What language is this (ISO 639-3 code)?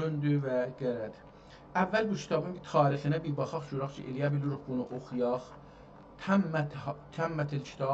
azb